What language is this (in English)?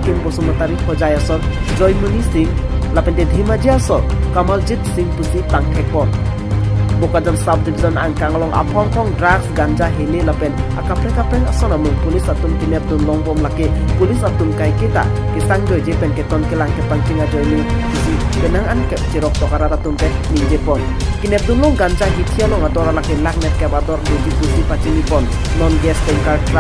Karbi